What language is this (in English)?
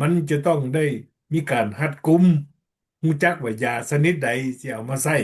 Lao